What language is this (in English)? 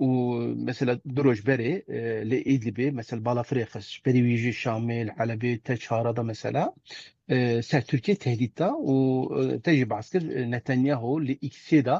Kurdish